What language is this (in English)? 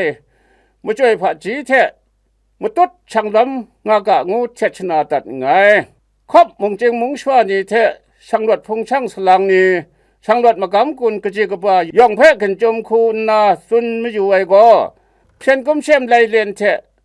Kachin